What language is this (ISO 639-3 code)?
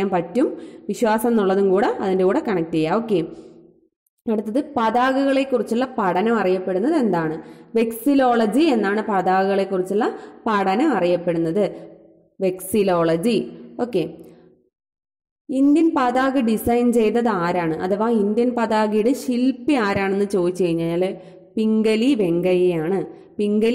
mal